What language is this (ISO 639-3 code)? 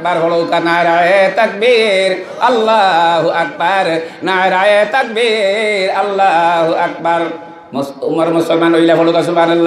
syl